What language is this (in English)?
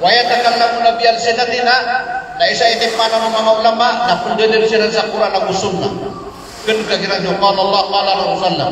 Maranao